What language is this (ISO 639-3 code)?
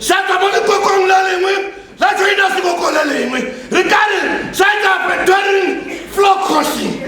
tsn